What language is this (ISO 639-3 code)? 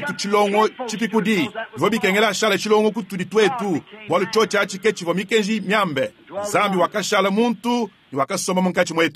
lua